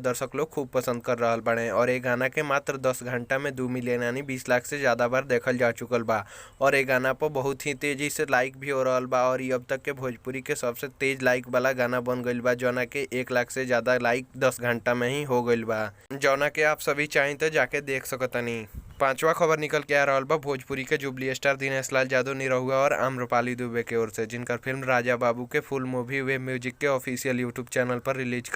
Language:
Bhojpuri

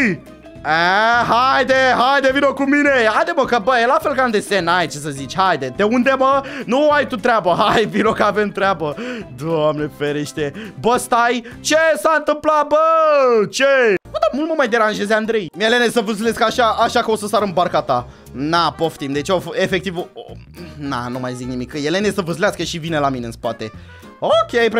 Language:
Romanian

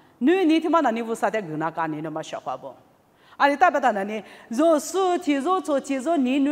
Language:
Lisu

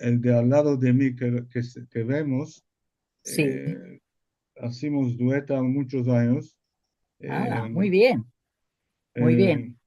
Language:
Ladino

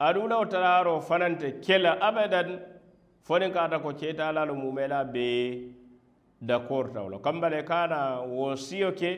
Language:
Mandingo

